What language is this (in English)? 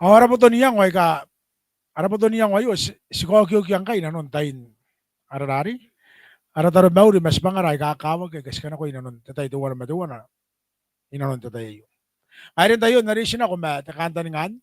Gilbertese